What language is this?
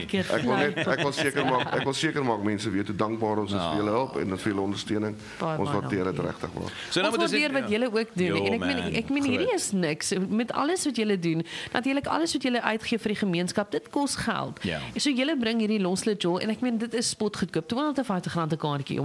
Afrikaans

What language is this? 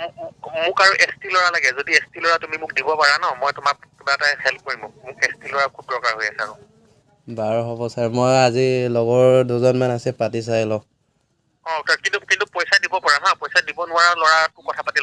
Assamese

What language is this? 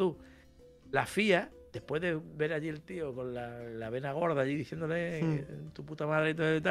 Spanish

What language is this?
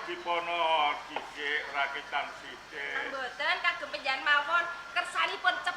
Javanese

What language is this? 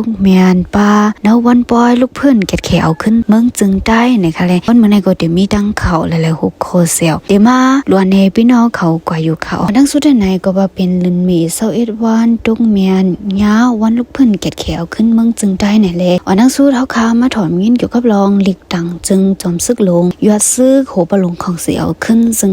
Shan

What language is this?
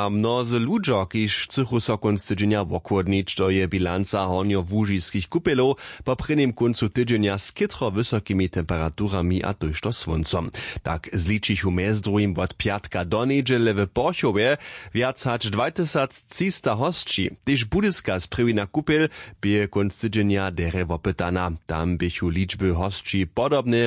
Upper Sorbian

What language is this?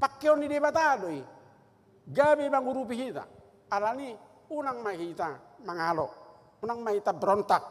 Batak Toba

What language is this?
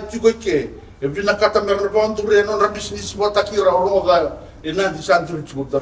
Fijian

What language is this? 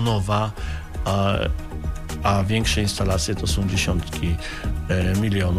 Polish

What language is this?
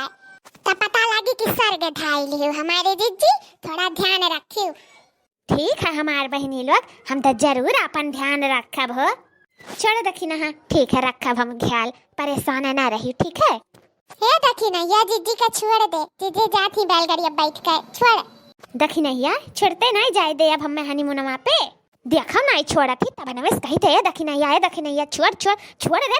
Awadhi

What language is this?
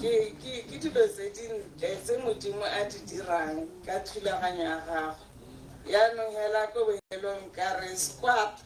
Tswana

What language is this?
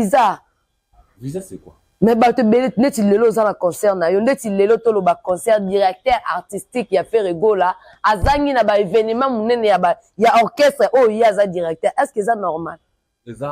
Lingala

